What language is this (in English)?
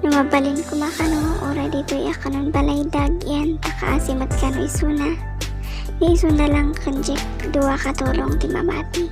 Iloko